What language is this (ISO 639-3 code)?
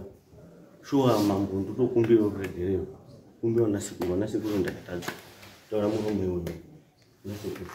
sna